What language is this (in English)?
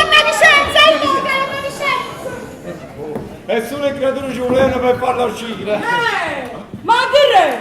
Neapolitan